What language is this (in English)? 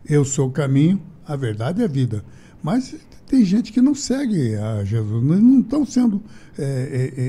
Portuguese